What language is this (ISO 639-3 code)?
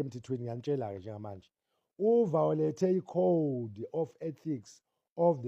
zul